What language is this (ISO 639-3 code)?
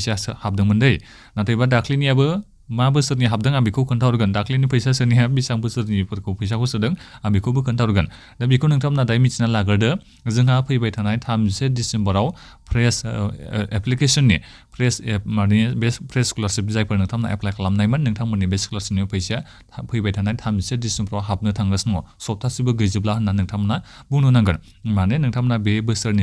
brx